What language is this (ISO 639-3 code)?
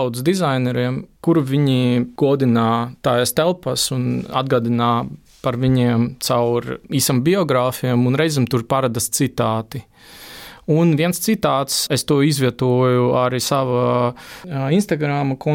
lav